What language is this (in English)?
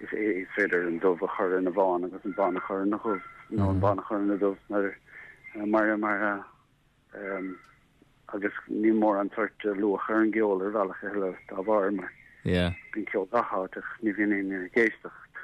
Irish